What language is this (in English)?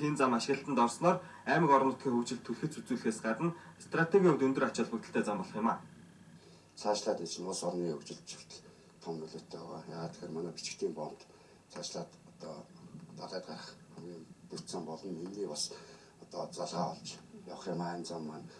Mongolian